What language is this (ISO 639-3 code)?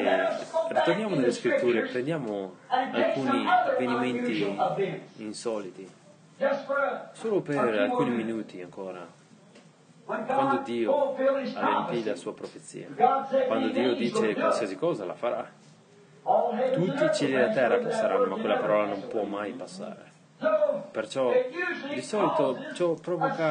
ita